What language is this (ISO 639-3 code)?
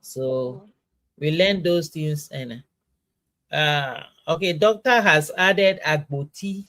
ewe